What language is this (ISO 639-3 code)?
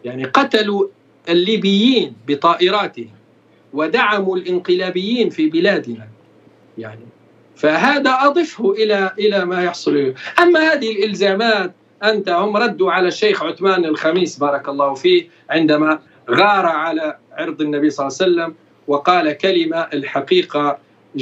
ara